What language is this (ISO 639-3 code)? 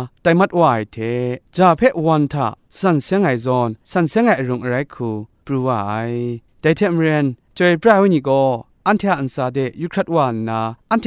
kac